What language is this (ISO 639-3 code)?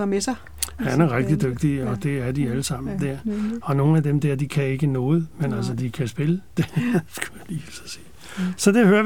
dan